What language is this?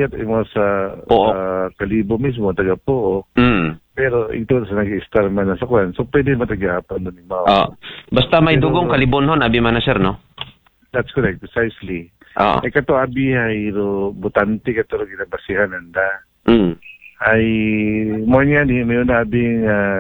Aklanon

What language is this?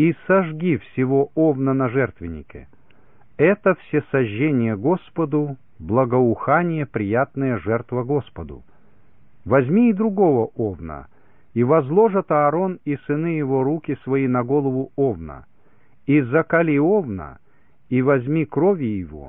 Russian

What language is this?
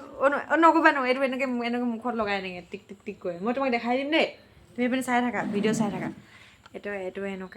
Assamese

